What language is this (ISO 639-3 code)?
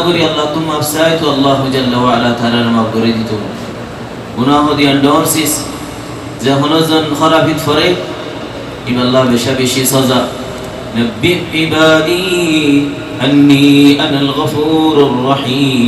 rhg